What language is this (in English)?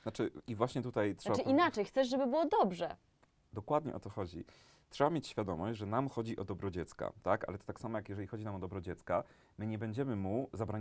Polish